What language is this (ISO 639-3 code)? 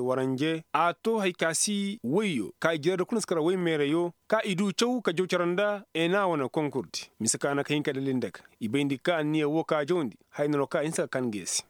dje